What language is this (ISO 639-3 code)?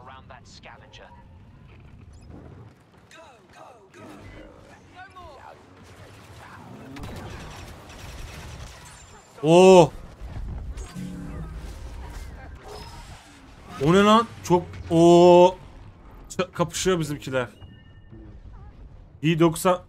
tur